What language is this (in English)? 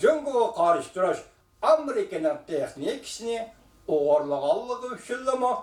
Uyghur